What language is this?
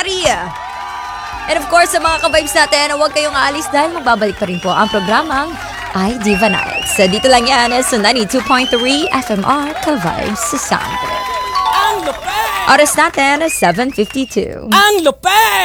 Filipino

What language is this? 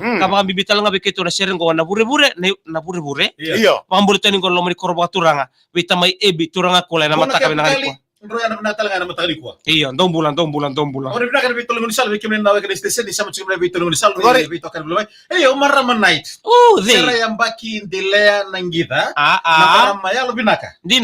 Fijian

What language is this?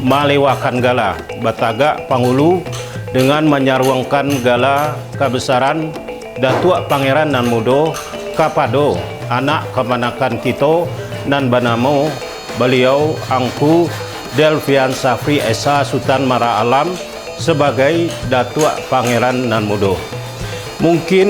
Minangkabau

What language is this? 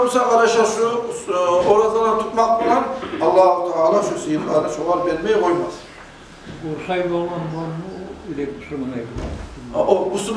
Kumyk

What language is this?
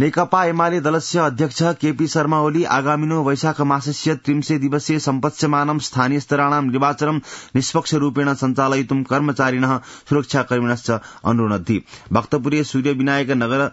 Sanskrit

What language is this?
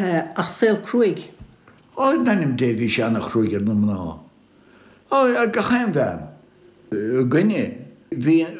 Irish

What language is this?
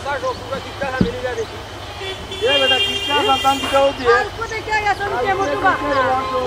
Sylheti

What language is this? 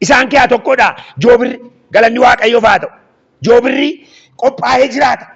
Oromo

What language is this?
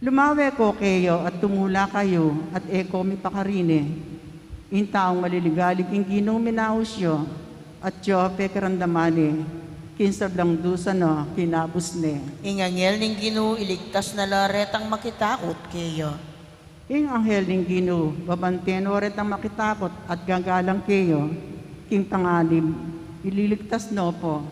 Pampanga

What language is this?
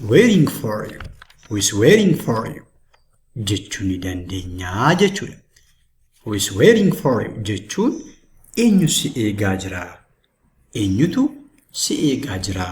Oromo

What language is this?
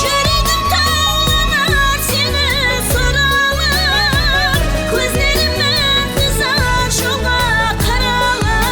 Kara-Kalpak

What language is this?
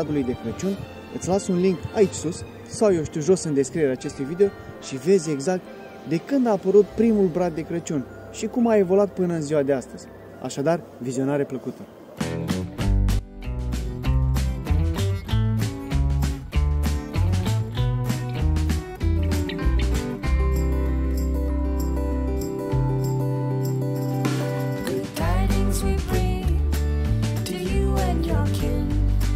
Romanian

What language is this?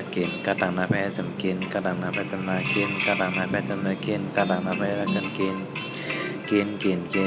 Shan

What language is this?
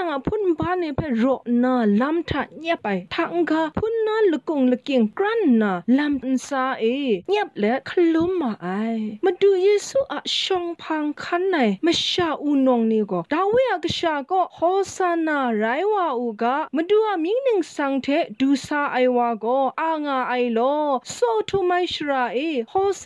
Kachin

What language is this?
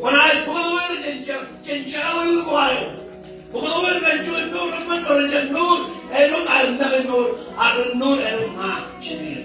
Marshallese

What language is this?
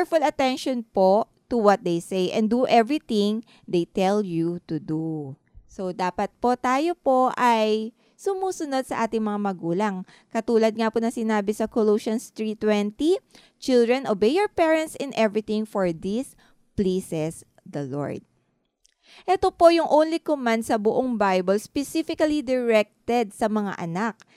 Filipino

